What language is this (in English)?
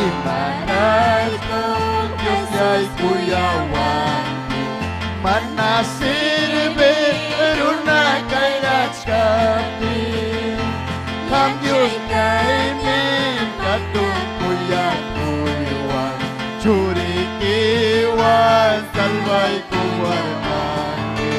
Ayacucho Quechua